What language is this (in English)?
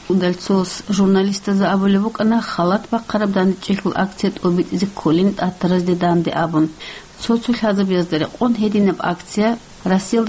Avaric